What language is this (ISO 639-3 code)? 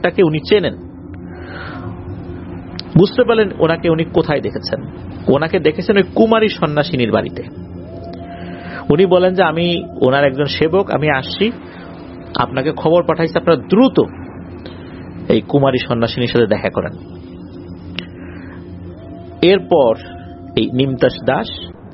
ben